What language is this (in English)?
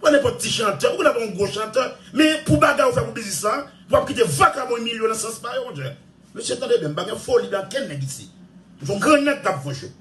Haitian Creole